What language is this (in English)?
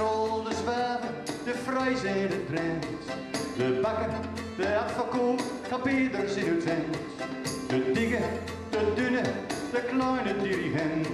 Gronings